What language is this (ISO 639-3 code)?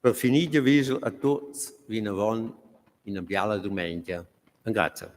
roh